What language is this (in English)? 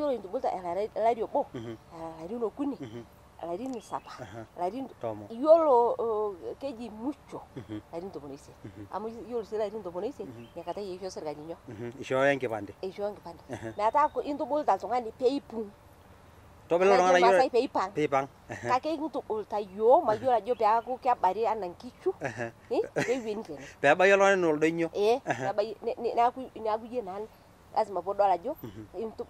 Masai